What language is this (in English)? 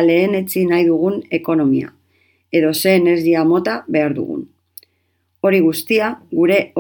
Basque